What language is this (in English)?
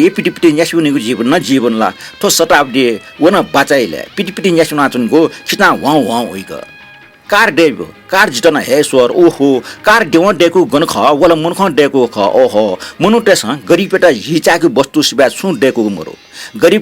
Newari